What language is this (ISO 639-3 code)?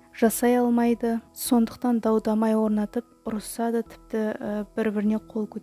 kaz